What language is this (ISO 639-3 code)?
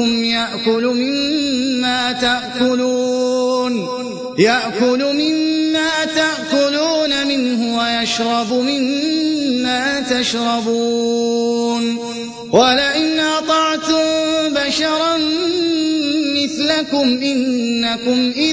ara